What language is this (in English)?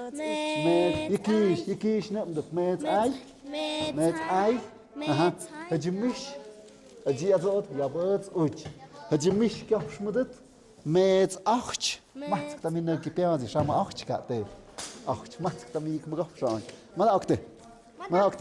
Tlahuitoltepec Mixe